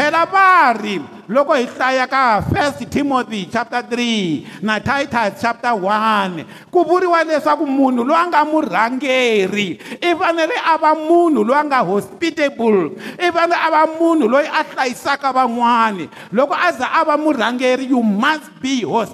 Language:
Tsonga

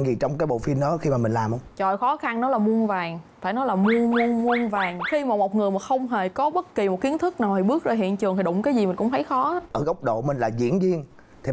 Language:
Vietnamese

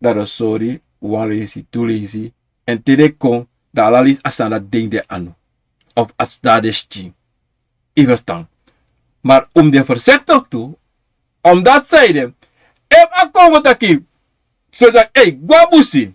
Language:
Sranan Tongo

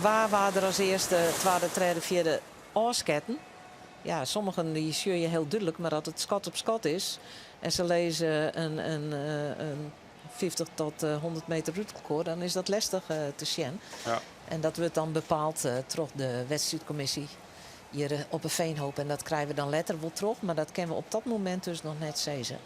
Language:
Western Frisian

